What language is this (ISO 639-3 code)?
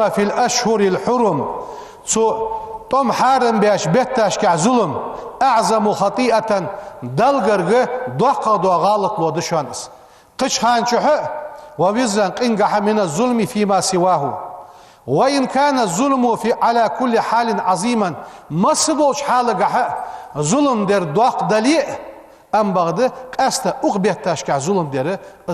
inh